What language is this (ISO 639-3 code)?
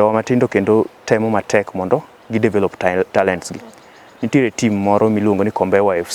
luo